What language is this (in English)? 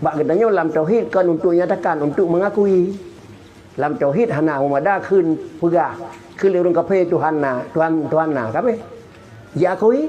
Achinese